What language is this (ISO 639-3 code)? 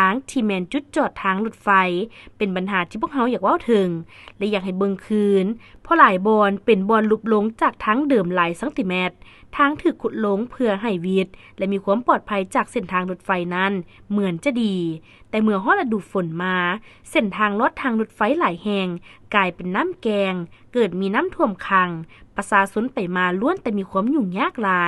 lao